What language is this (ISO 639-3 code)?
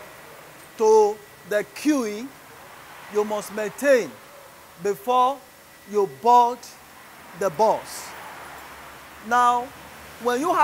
eng